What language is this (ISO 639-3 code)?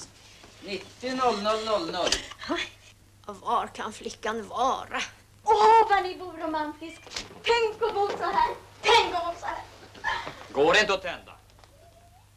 swe